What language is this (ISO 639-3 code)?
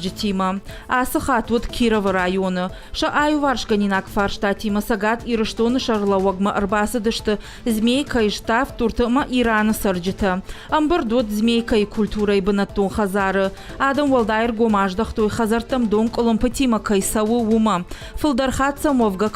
oss